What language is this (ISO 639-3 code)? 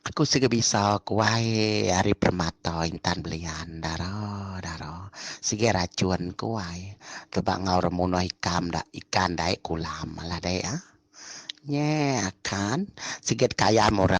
iba